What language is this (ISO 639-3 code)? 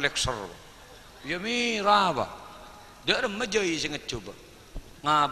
mad